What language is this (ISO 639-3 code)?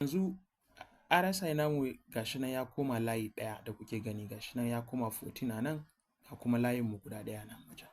hau